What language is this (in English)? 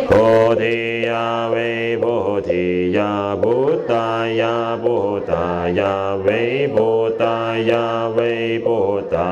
Chinese